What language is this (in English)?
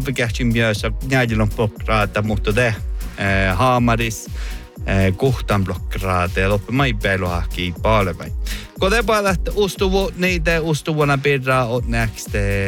Northern Sami